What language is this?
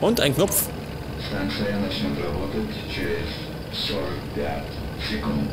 Bavarian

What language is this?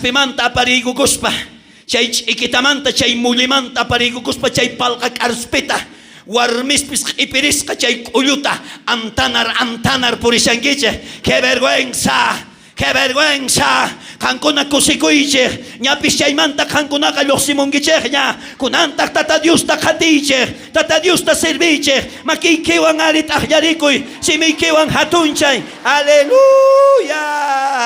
South Bolivian Quechua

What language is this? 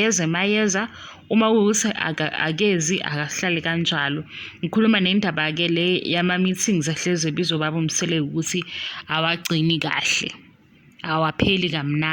Zulu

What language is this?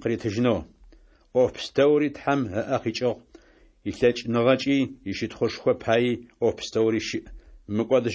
Adyghe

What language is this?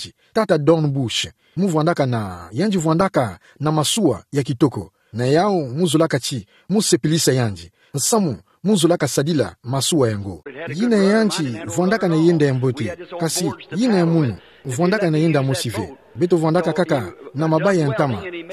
Kituba (Democratic Republic of Congo)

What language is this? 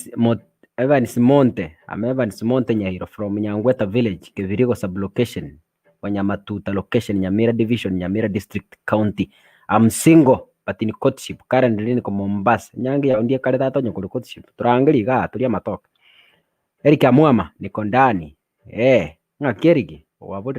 Gusii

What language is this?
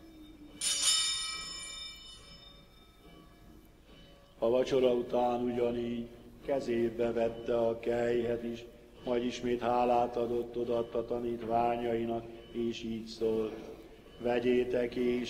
Hungarian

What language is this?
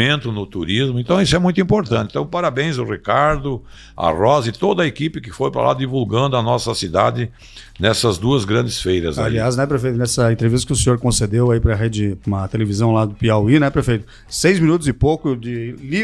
Portuguese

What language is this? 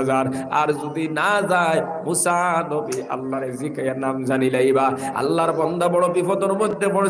Sylheti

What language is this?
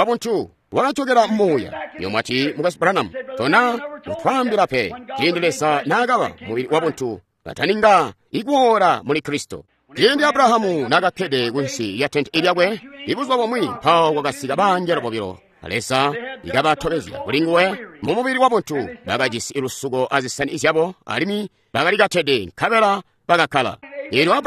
Tonga (Zambia)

